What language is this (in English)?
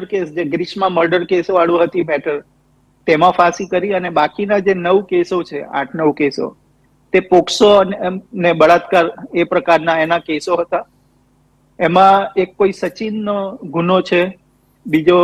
Gujarati